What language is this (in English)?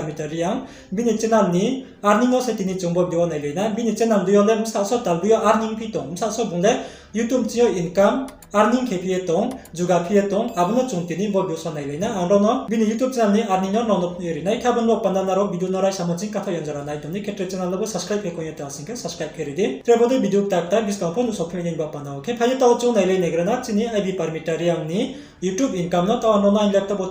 Riang (India)